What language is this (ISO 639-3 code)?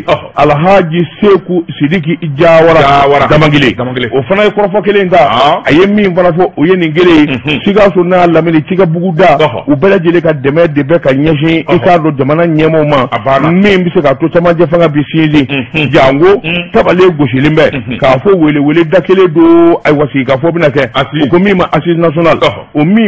bam